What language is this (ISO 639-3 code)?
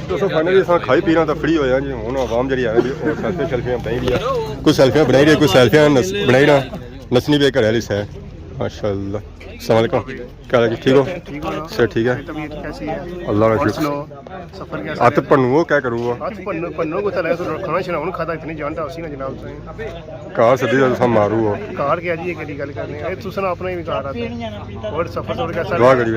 phr